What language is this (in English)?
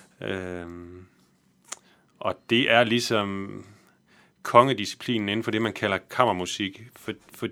Danish